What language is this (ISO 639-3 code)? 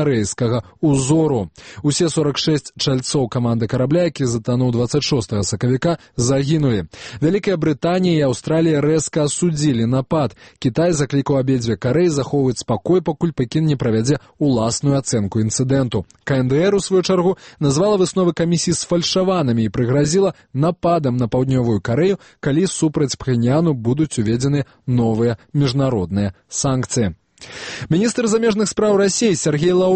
bel